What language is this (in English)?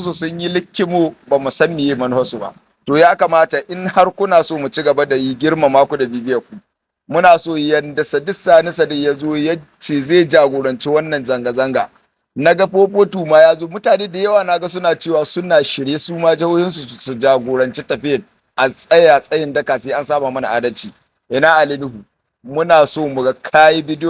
Hausa